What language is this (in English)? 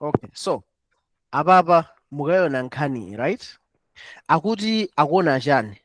Nyanja